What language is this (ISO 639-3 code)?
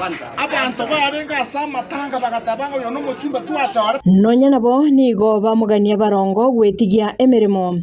guz